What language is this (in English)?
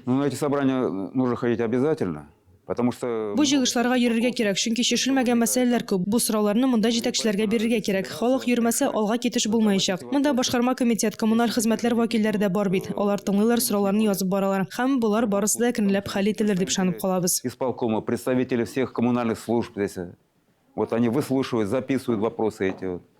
Tatar